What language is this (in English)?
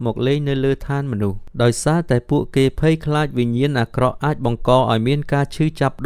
Khmer